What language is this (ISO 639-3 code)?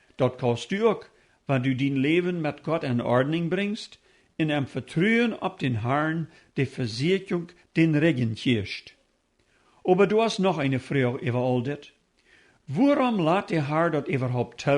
pdt